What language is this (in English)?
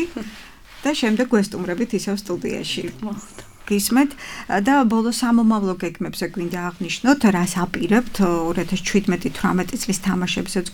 Georgian